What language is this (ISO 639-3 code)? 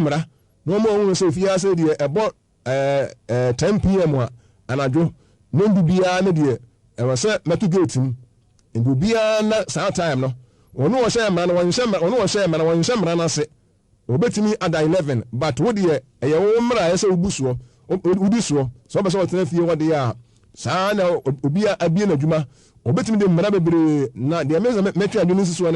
aka